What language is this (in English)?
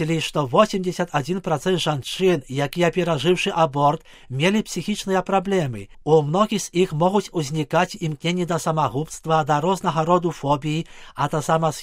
Belarusian